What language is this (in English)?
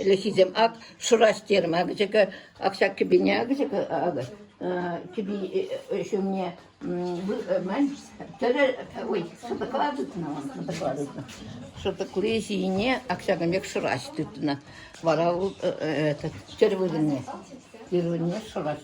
Chuvash